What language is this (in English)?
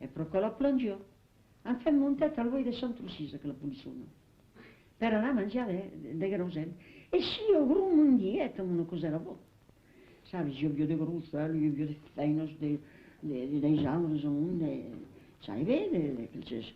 Occitan